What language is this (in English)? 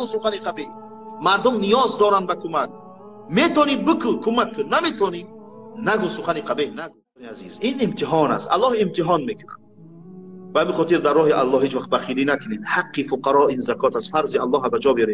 Tajik